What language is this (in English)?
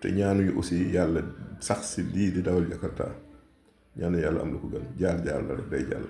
Wolof